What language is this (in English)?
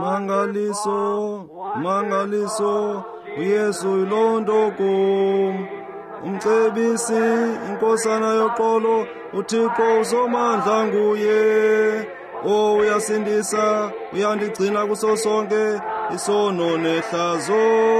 Xhosa